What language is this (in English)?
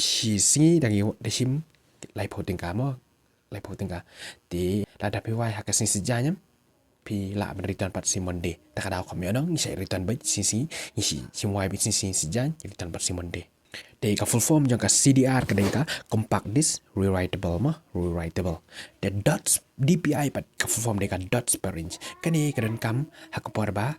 Khasi